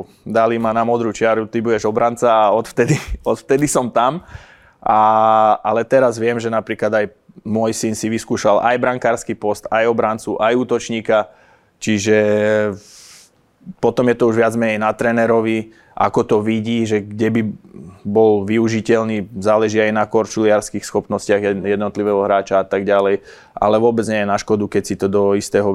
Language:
Slovak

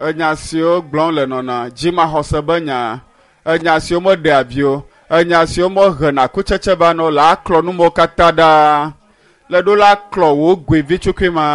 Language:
Ewe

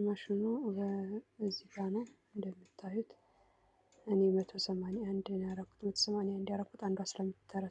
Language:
Amharic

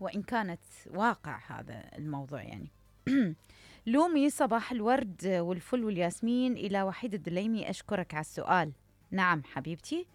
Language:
Mesopotamian Arabic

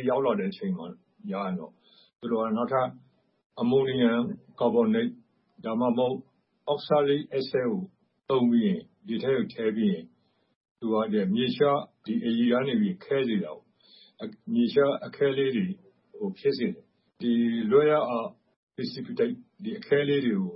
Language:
Burmese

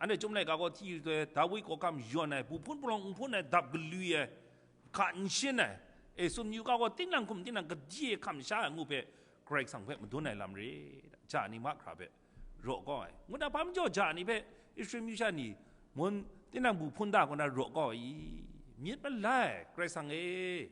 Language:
Kachin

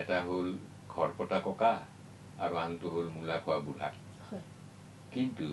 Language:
Assamese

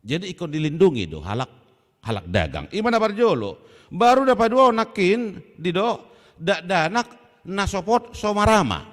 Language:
Batak Toba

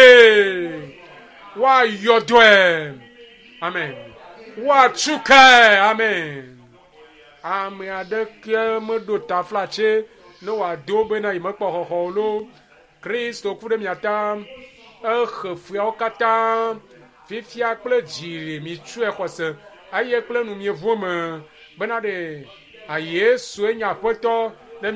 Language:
Ewe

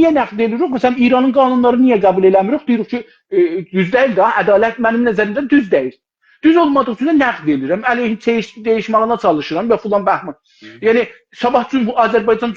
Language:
South Azerbaijani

